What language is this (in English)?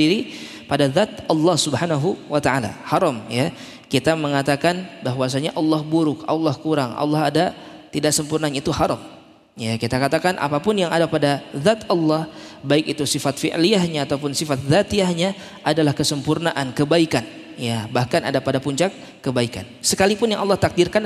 Indonesian